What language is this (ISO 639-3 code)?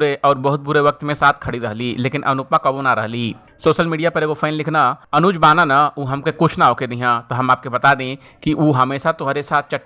bho